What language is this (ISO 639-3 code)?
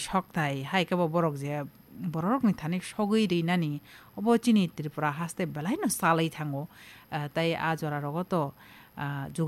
trp